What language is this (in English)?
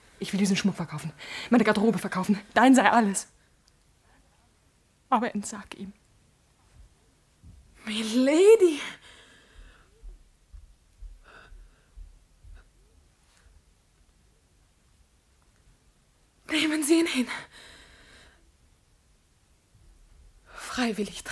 German